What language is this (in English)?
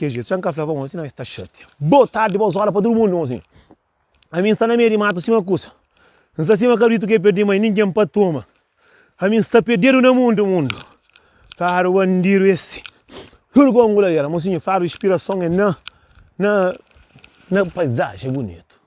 Kabuverdianu